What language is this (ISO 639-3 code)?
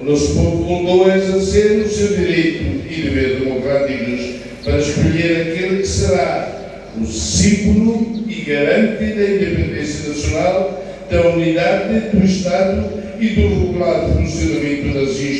tet